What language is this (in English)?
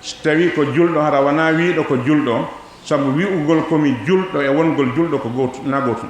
Fula